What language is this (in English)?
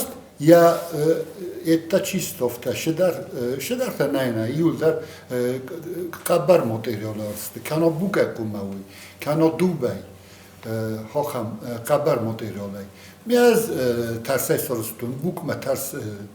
Ossetic